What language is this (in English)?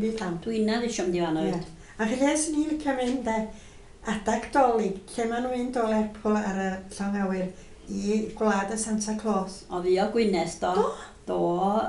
Welsh